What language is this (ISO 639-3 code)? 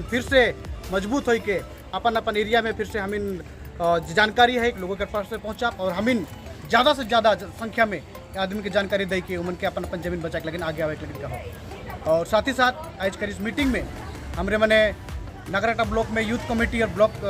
sck